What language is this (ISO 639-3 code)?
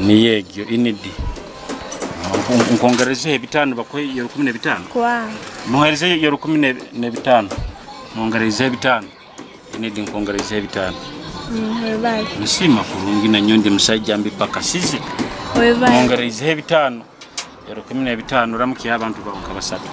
nyo